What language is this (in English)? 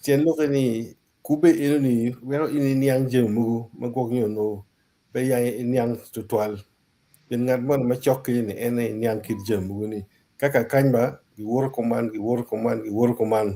Acoli